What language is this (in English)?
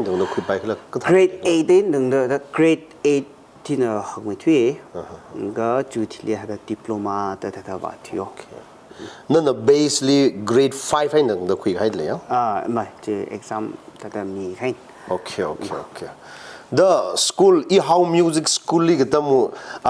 Tangkhul Naga (India)